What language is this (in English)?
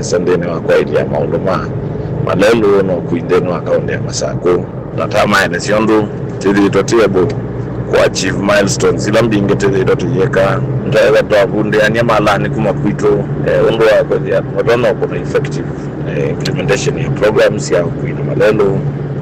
Kamba